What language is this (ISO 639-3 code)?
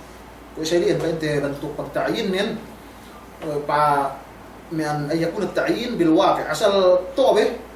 yka